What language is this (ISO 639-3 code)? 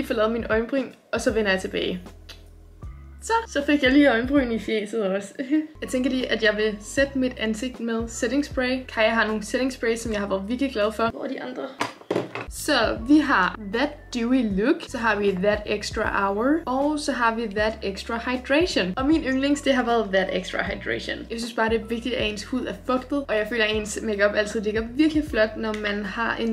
dan